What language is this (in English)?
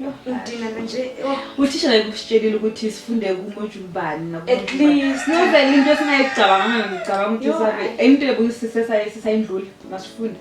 Zulu